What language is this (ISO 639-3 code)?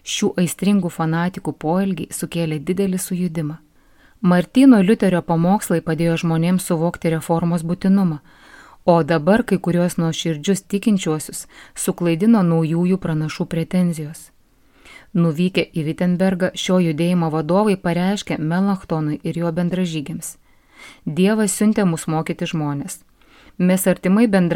lit